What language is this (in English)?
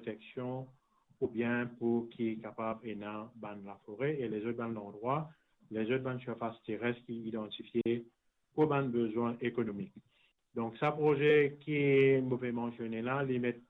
Morisyen